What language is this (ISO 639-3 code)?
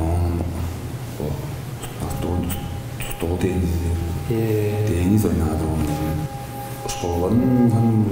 tyv